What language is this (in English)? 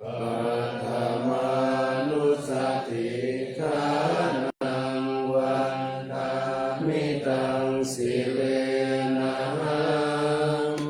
Pali